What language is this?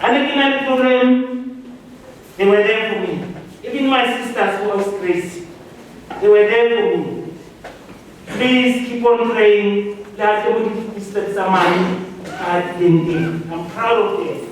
Southern Sotho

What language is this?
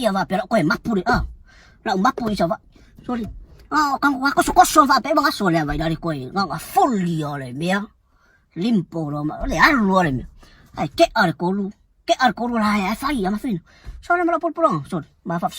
Samoan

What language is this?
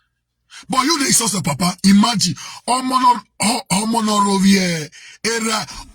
Nigerian Pidgin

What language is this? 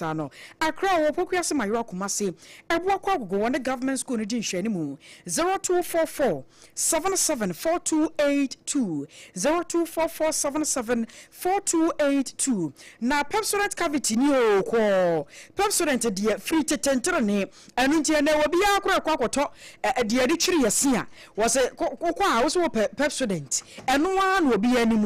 Akan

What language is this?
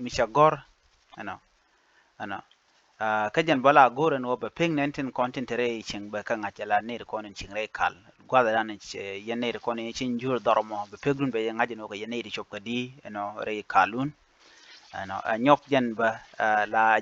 Nuer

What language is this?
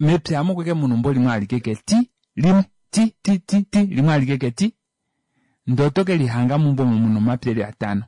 Kuanyama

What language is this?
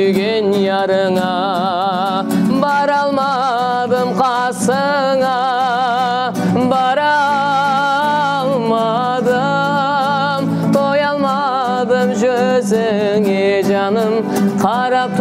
Kara-Kalpak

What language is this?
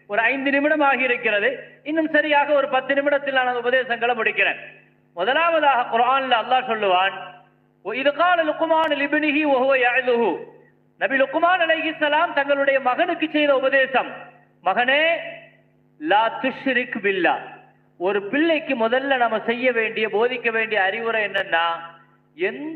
Tamil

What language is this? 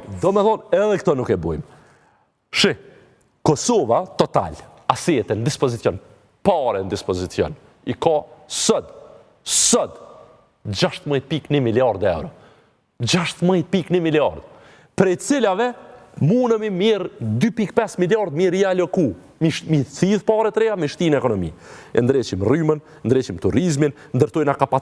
Albanian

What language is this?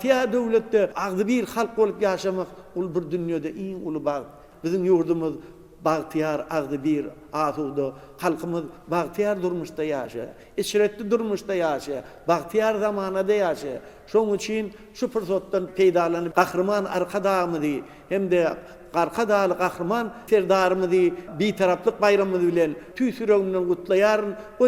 Turkmen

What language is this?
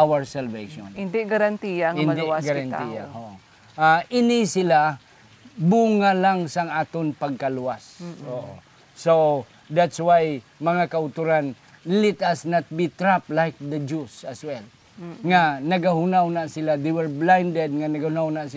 Hiligaynon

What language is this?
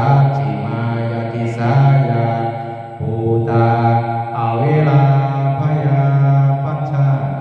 Pali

